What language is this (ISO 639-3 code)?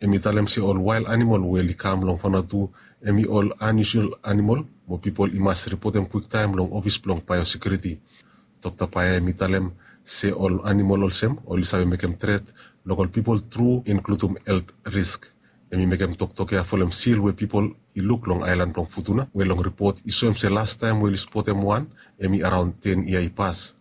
bis